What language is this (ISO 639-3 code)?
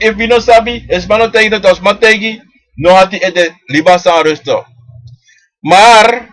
srn